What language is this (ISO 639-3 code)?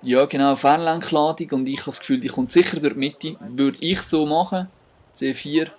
gsw